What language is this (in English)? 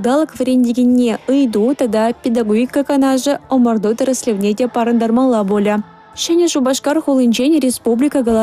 Chuvash